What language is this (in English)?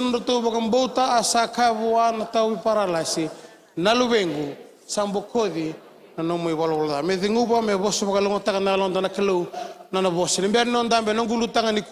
Fijian